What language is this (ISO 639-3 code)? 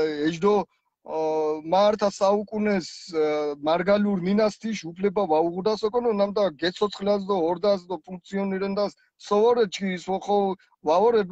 xmf